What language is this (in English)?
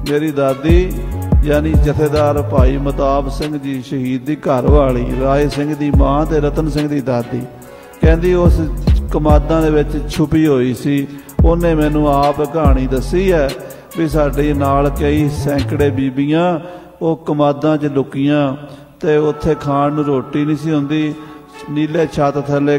Punjabi